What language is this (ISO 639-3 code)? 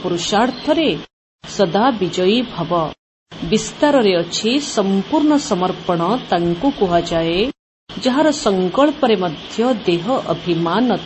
ori